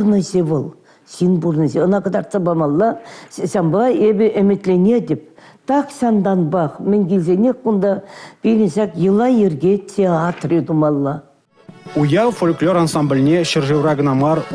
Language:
Chuvash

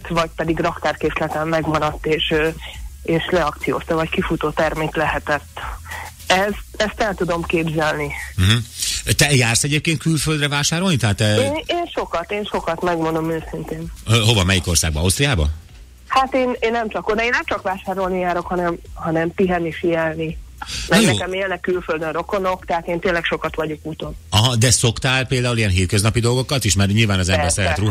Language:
Hungarian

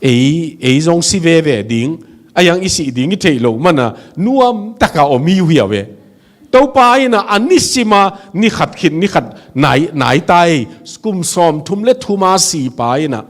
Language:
Tedim Chin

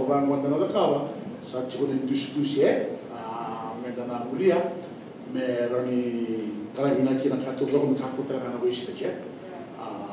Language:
Fijian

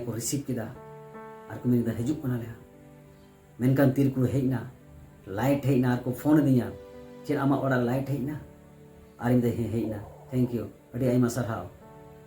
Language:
Santali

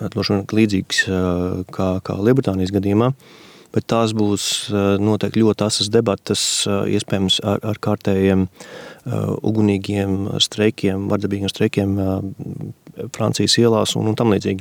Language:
Latvian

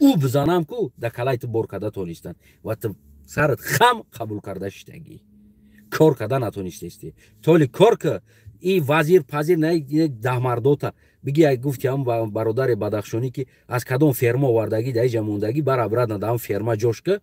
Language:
Tajik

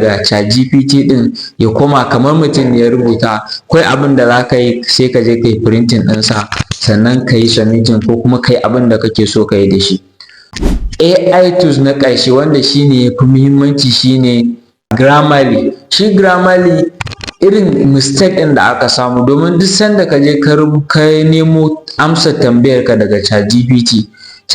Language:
Hausa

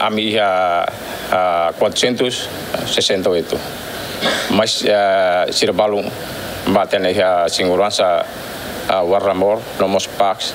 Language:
Tetum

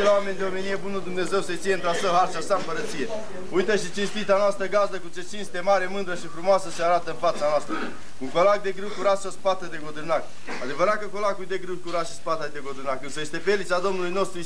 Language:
Romanian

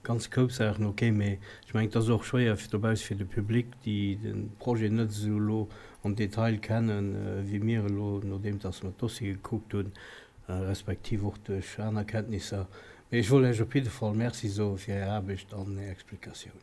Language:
Luxembourgish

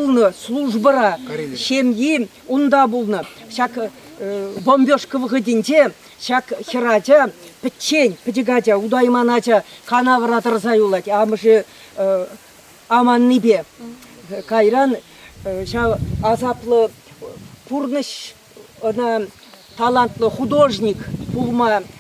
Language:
Chuvash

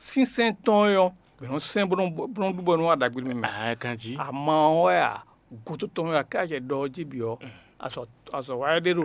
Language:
Fon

